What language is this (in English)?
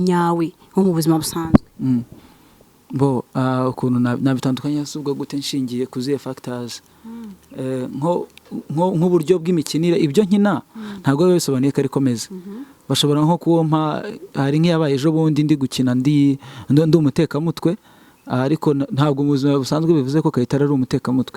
Kinyarwanda